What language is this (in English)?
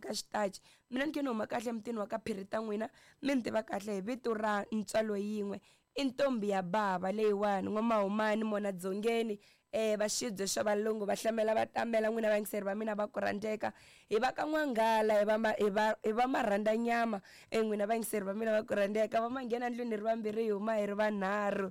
Tsonga